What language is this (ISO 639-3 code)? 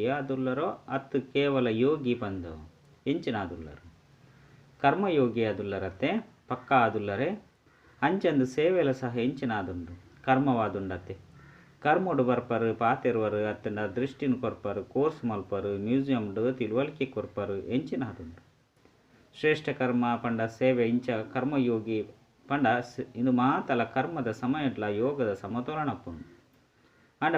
tcy